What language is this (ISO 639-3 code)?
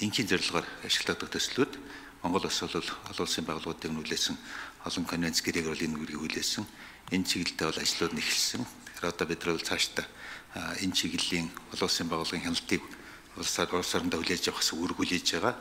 mon